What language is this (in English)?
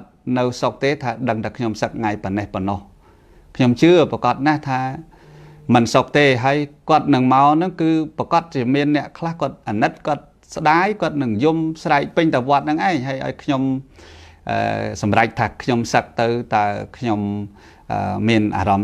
Khmer